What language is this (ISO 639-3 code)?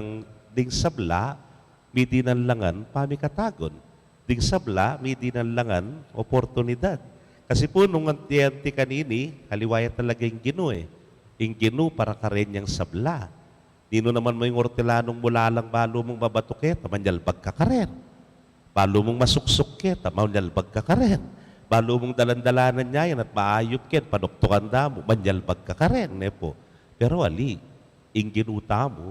pam